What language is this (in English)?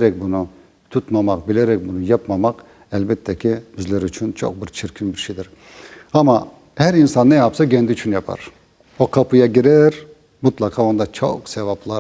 Crimean Tatar